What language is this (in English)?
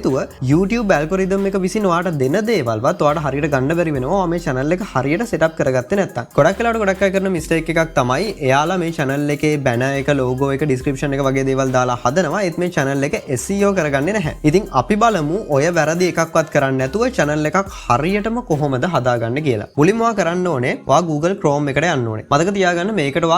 Sinhala